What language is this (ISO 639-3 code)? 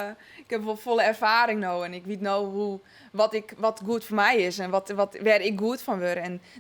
fry